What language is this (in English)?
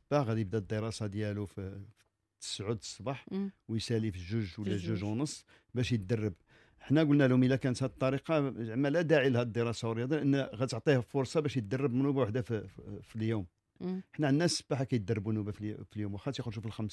Moroccan Arabic